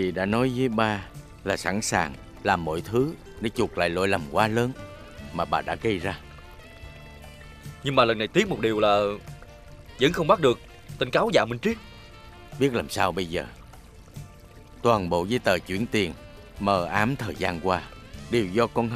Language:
Vietnamese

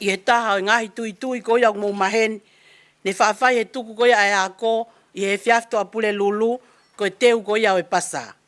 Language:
Tongan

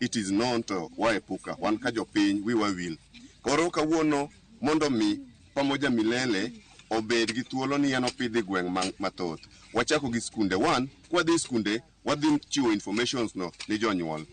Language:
Luo (Kenya and Tanzania)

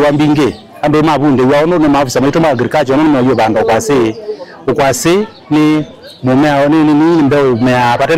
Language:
Kamba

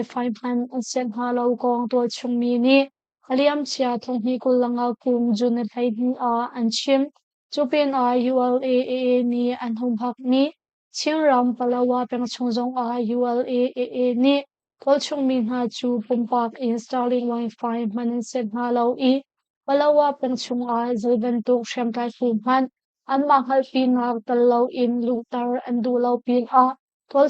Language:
Hakha Chin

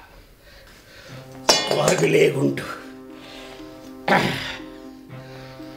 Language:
Tamil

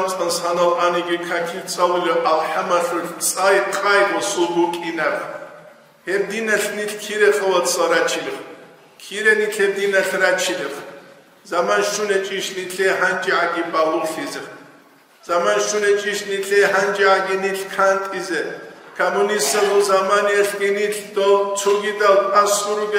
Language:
Avaric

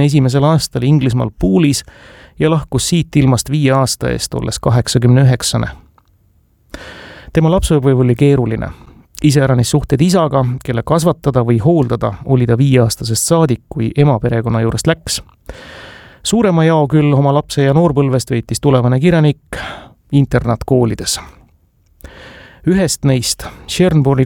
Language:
Estonian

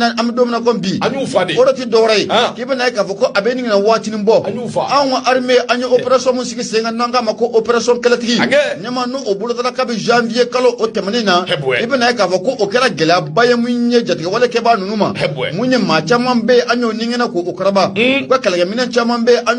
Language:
Bambara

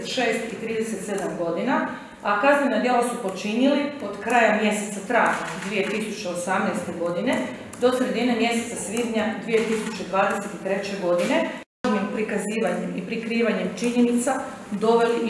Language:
Croatian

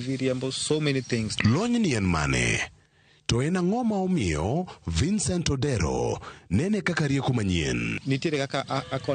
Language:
Luo (Kenya and Tanzania)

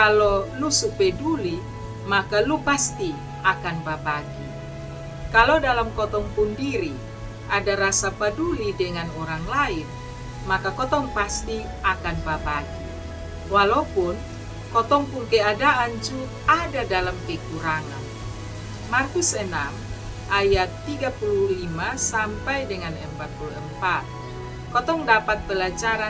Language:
Kupang Malay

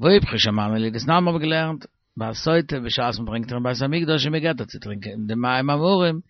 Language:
Yiddish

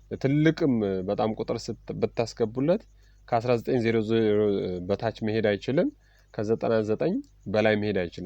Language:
Amharic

